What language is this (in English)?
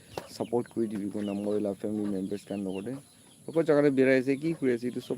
Naga Pidgin